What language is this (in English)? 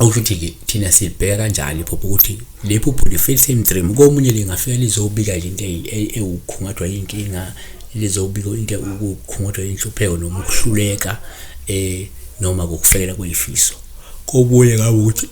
Zulu